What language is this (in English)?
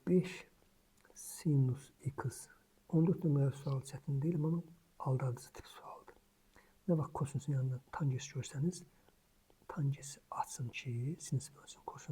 Azerbaijani